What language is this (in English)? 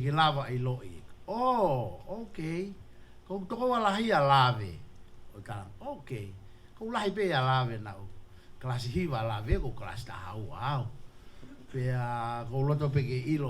Tongan